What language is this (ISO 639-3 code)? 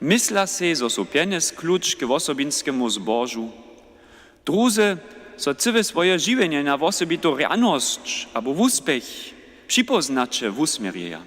hsb